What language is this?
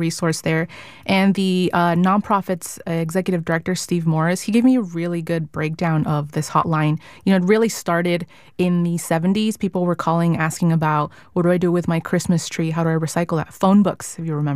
English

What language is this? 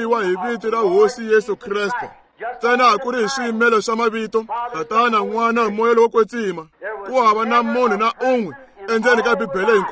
Tsonga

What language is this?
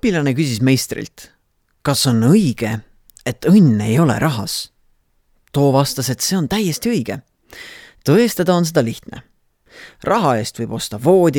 Estonian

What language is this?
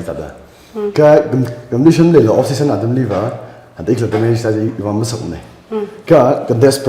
Tangkhul Naga (India)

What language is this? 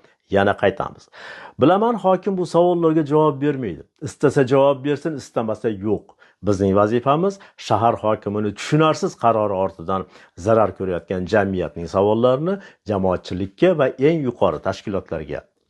Uzbek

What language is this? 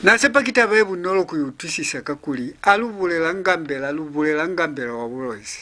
Lozi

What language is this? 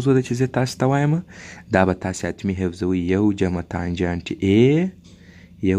Pashto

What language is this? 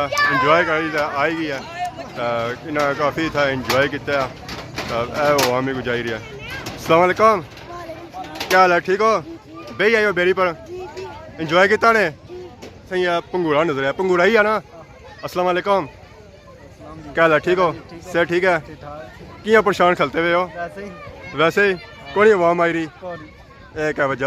Pahari-Potwari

